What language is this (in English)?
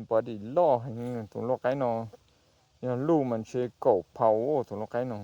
Hmong